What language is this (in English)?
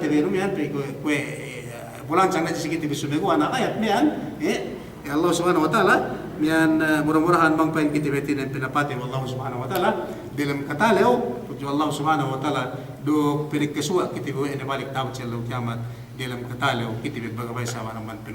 Yakan